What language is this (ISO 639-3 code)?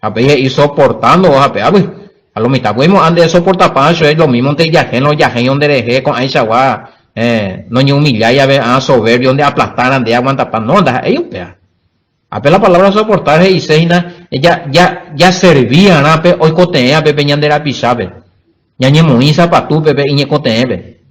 grn